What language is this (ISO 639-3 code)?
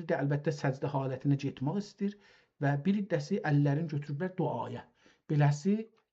azb